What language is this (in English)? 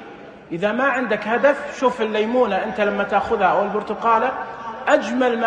Najdi Arabic